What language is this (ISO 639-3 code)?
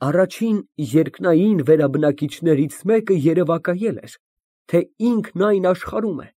hye